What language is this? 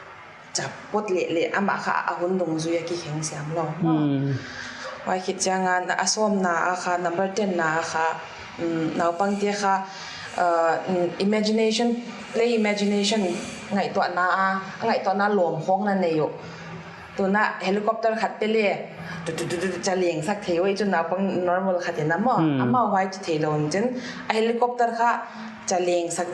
Paite Chin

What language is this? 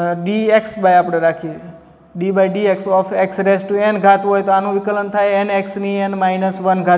Gujarati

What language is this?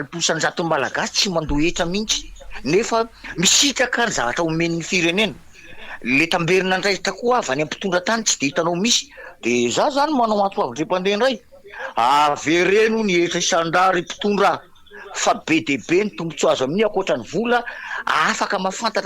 Malagasy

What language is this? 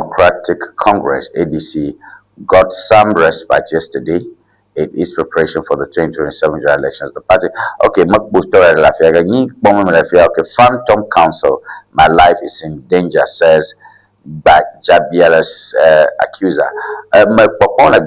Ewe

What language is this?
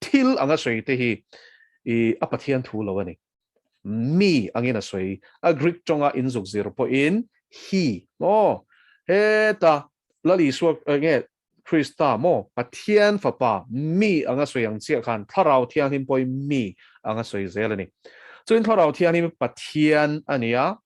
Mizo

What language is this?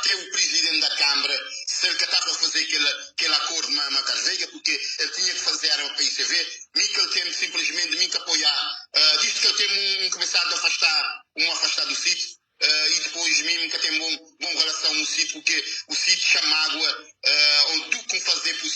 Kabuverdianu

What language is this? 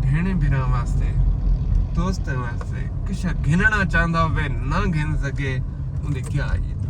Saraiki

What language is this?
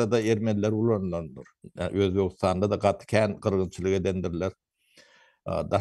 Turkmen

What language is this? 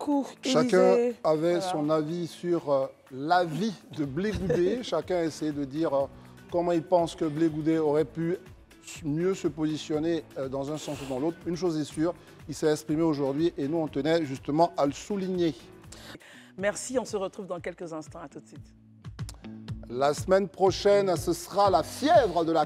French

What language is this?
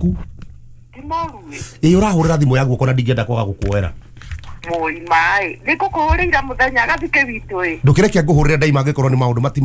Kikuyu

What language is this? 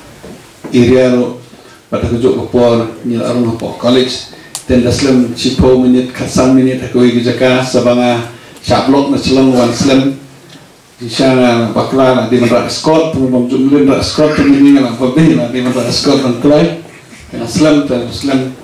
Khasi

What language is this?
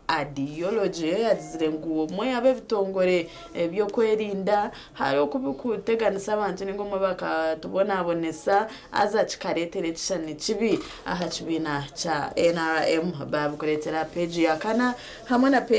Nyankole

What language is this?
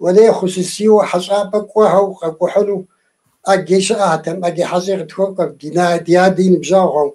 Kabardian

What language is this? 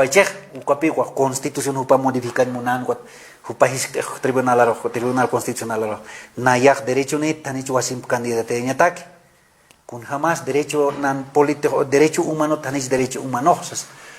Aymara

